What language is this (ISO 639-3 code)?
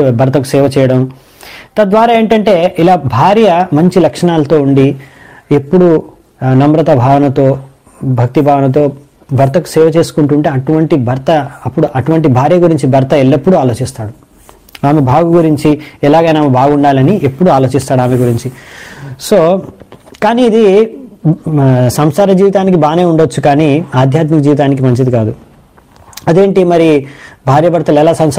tel